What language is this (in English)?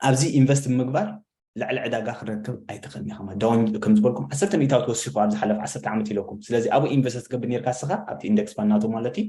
Tigrinya